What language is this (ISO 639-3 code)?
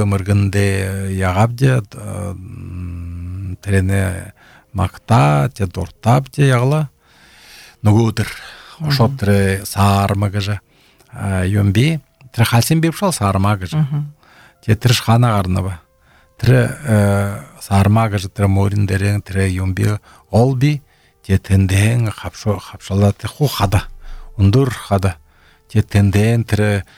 bel